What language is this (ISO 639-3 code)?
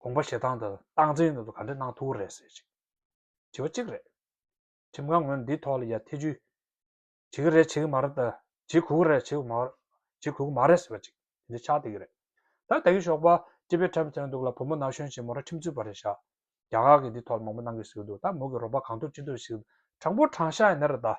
bod